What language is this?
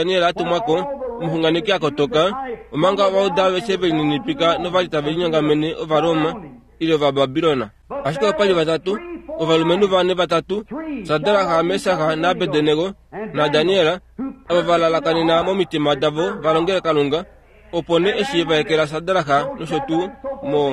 Kuanyama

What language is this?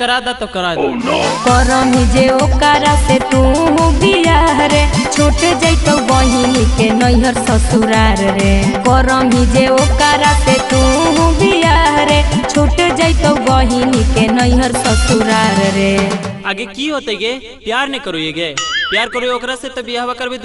Magahi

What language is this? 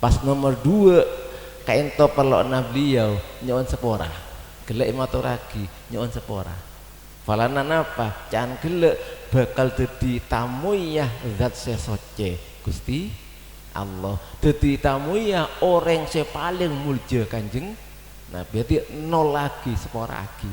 Madurese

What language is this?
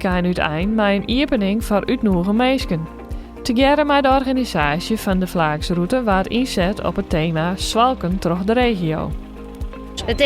Western Frisian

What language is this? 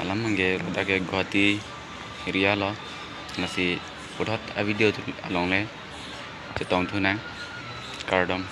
Karbi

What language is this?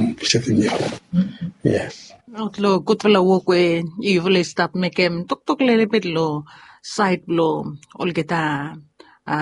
Bislama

